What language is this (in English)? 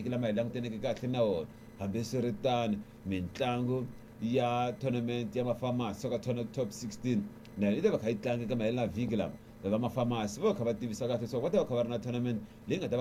Tsonga